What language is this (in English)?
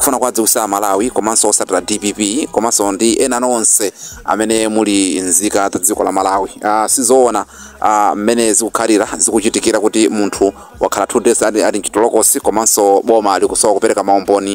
Nyanja